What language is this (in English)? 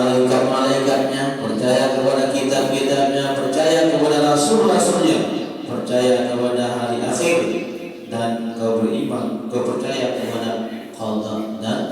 Sasak